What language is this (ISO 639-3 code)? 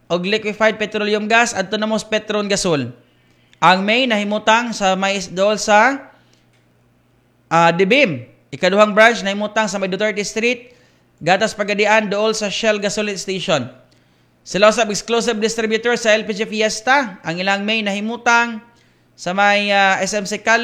ceb